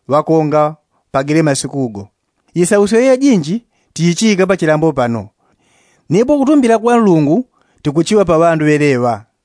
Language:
Yao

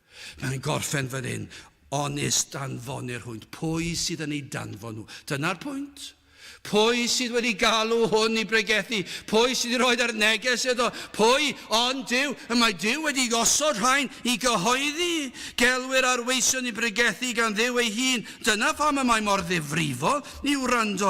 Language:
Welsh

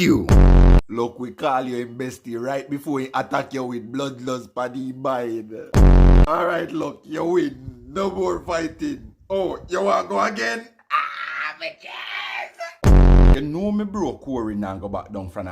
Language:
Jamaican Creole English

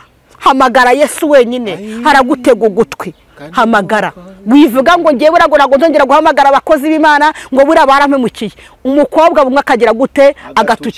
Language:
Kinyarwanda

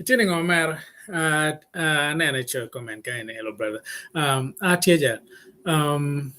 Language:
Acoli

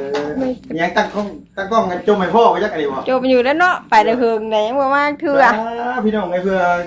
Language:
Northeastern Thai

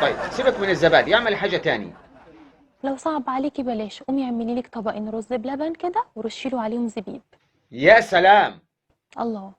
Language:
Egyptian Arabic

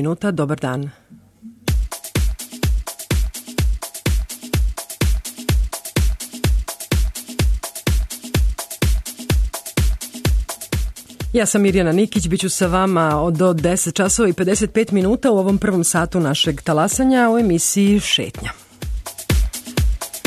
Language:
Serbian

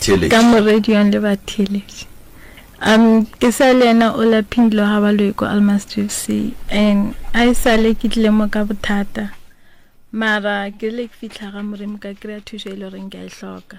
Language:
Northern Sotho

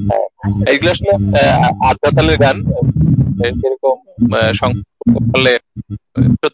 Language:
Bangla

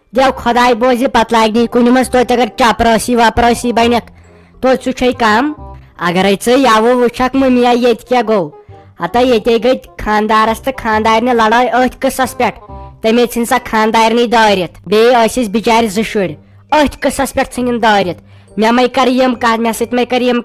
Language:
Kashmiri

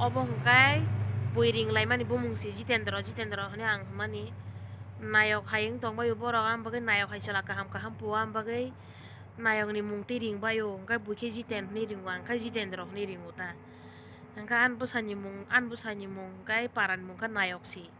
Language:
Kok Borok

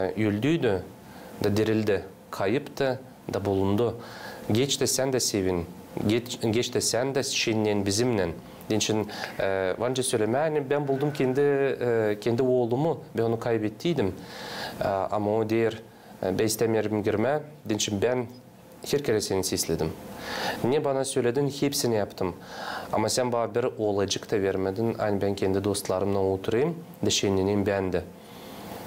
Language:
Gagauz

